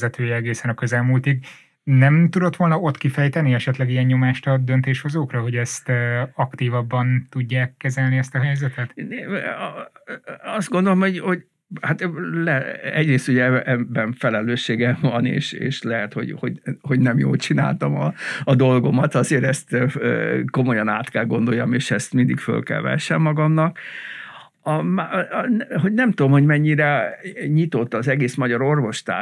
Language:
Hungarian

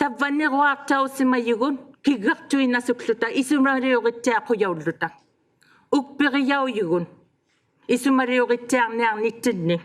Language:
Inuktitut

